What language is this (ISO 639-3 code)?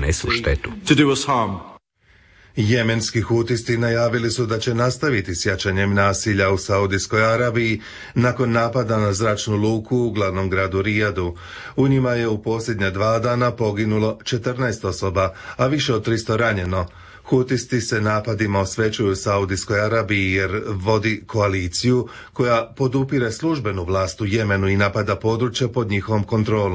hrv